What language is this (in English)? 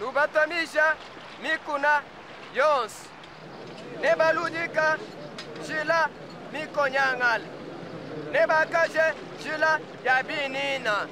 Luba-Lulua